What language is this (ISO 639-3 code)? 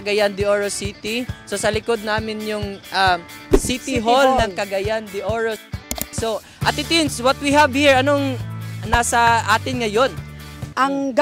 fil